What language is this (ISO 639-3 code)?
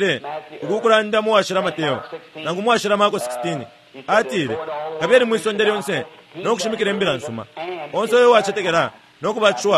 bem